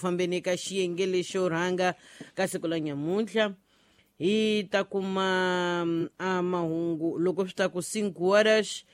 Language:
Tsonga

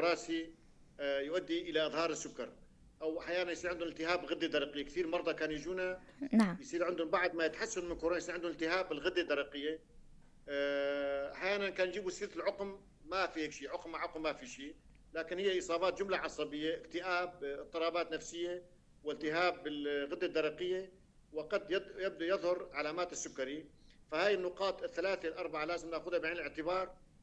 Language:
North Levantine Arabic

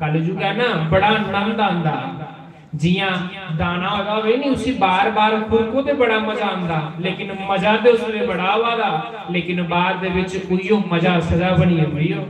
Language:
Dogri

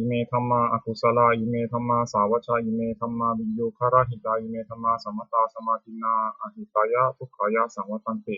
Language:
Pali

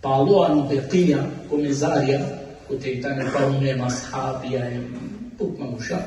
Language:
Balkan Romani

